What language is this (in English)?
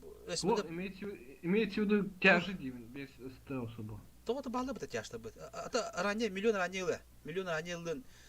Yakut